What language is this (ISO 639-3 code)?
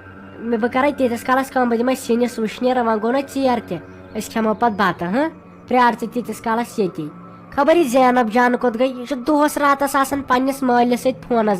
kas